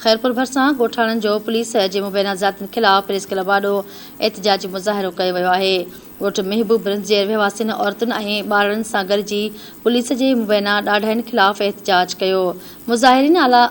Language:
Sindhi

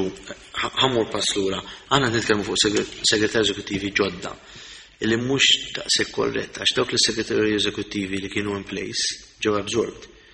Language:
Maltese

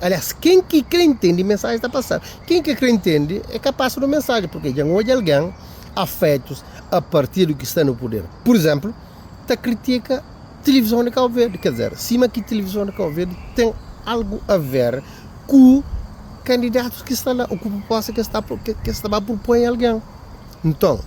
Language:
Kabuverdianu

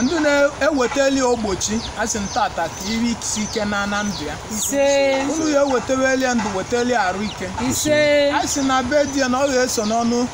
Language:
Igbo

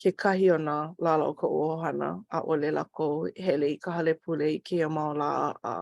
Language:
Hawaiian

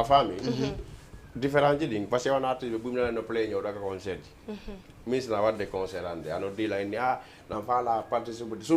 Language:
Fula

